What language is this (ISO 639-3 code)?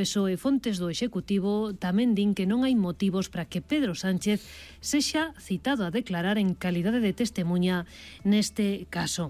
glg